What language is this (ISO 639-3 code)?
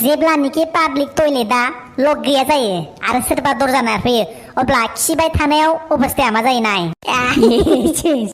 brx